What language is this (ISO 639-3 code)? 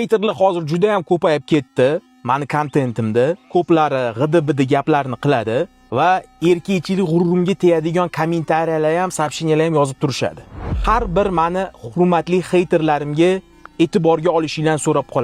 uzb